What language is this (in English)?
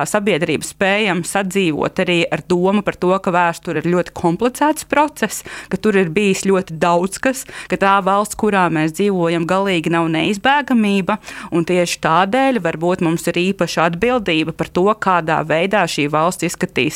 Latvian